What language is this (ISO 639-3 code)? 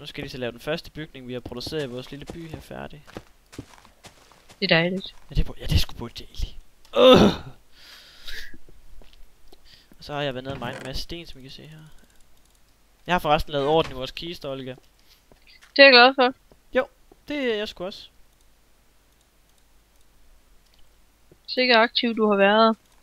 dan